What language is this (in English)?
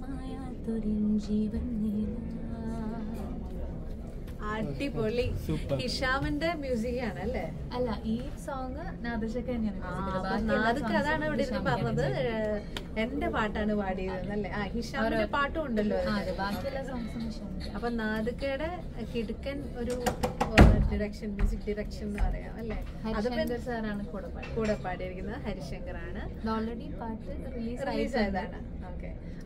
Malayalam